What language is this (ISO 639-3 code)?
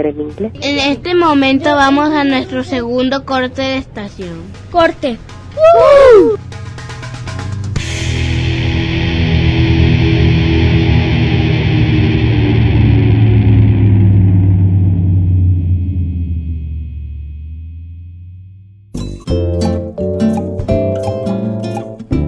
spa